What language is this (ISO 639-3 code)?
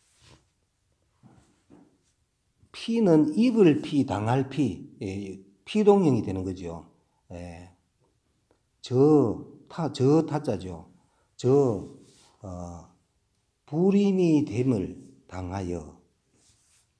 kor